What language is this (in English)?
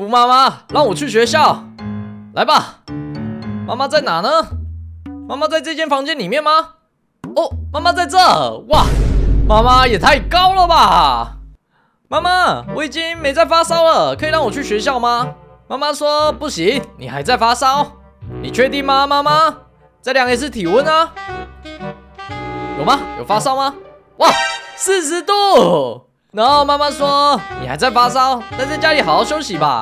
Chinese